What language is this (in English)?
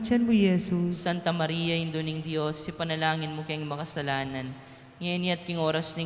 Pampanga